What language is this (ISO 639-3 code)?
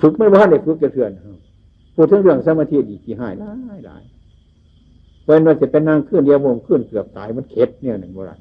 tts